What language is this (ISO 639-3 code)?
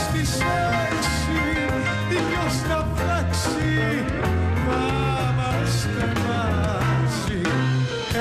ell